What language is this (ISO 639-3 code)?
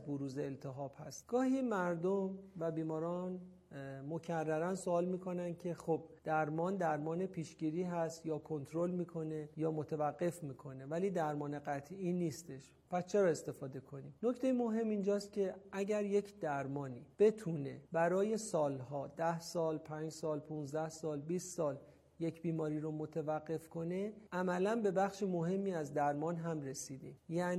fas